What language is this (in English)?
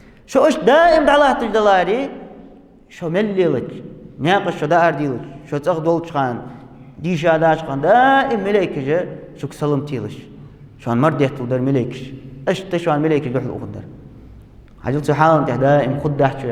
Ingush